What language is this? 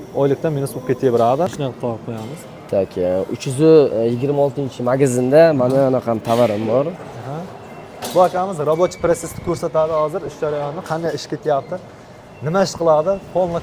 Uzbek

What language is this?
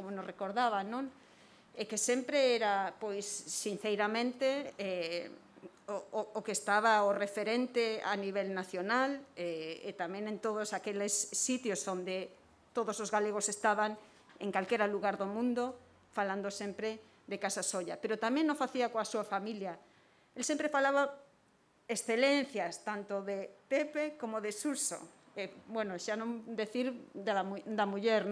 Galician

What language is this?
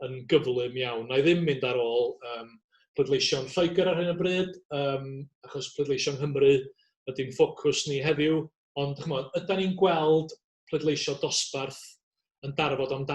Welsh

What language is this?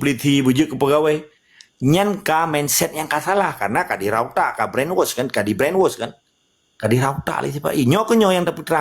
Achinese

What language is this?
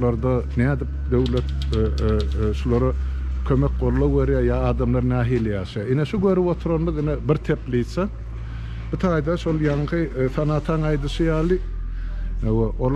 Turkmen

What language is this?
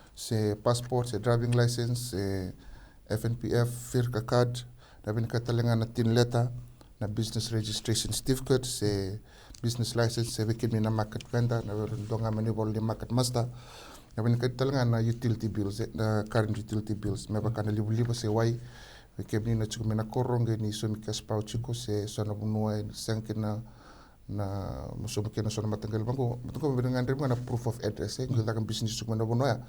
Fijian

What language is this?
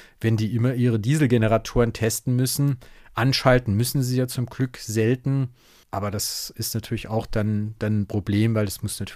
German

